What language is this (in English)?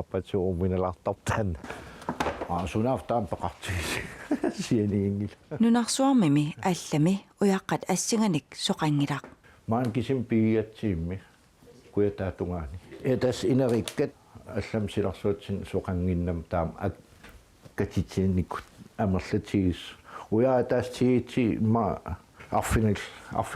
Kalaallisut